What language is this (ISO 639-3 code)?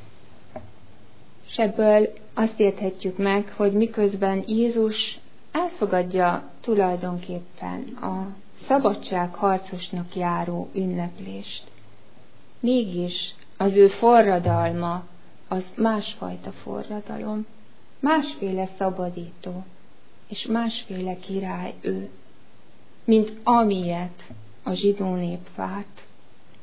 hun